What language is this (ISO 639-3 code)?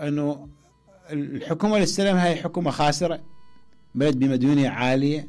acm